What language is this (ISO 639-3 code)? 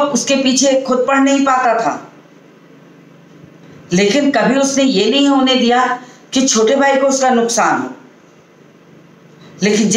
hin